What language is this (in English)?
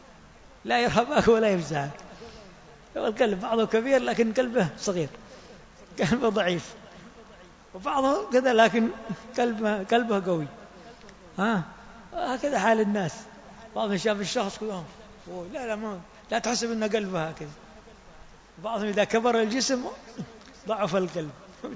Arabic